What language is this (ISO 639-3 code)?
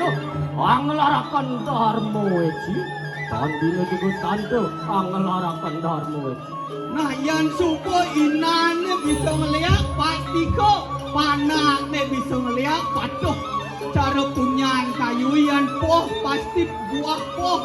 ban